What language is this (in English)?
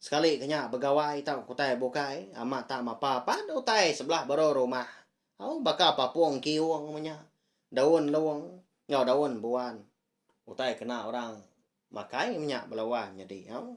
Iban